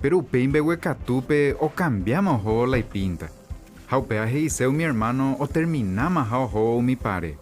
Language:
Guarani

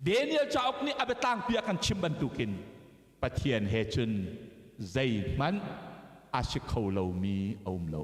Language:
Hakha Chin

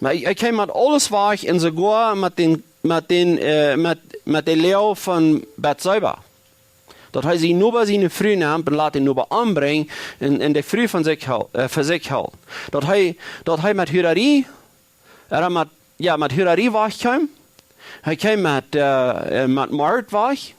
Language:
Plautdietsch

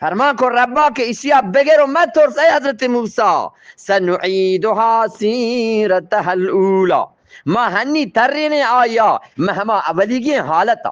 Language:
Eastern Balochi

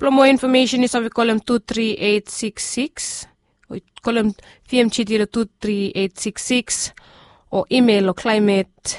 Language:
Bislama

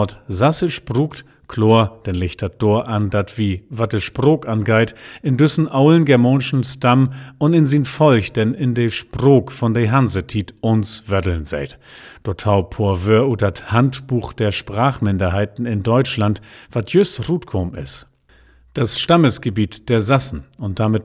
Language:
Low German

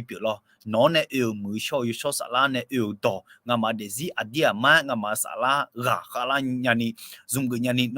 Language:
Akha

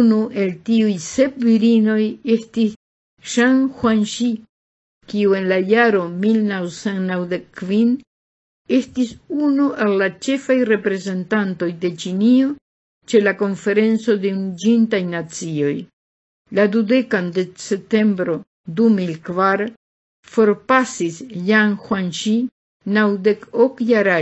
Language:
Esperanto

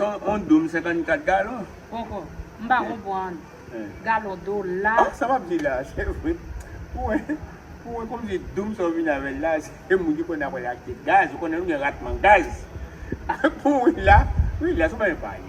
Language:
Haitian Creole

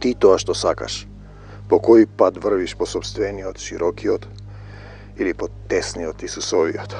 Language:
Macedonian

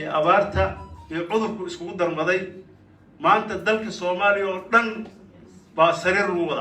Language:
Somali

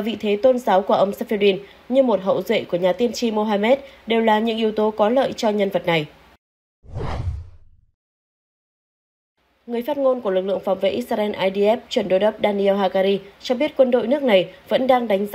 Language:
Vietnamese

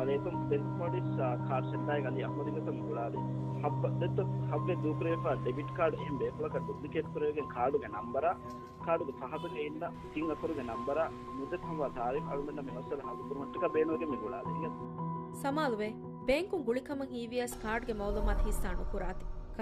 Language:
Divehi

